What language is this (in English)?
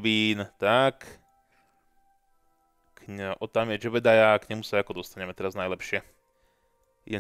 Slovak